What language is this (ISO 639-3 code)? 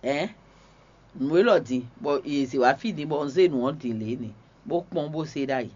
fon